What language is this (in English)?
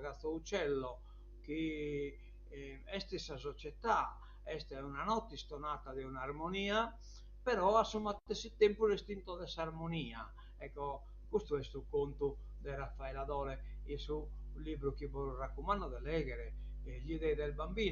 Sardinian